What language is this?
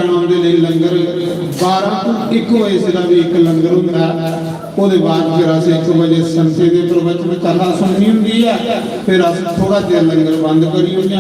Dogri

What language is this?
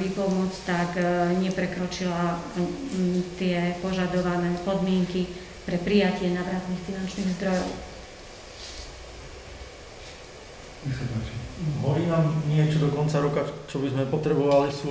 Slovak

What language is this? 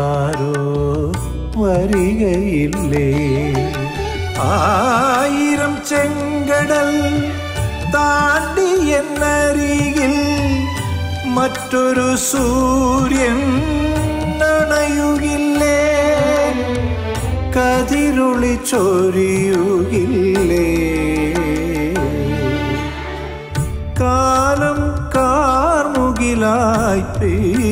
Malayalam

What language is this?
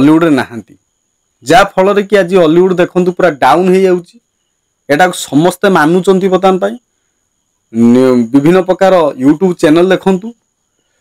Odia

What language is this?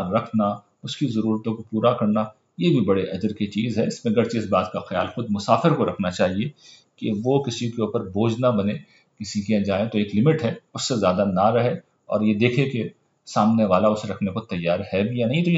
Urdu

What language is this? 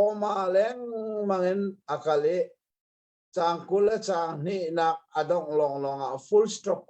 Hakha Chin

